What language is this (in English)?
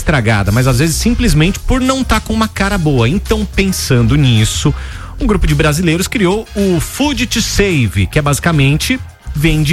Portuguese